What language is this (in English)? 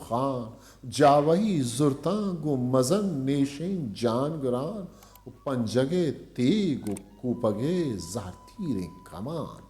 Eastern Balochi